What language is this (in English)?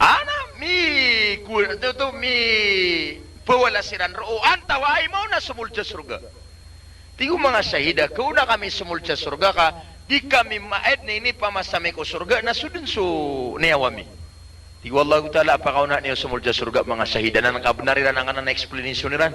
Maranao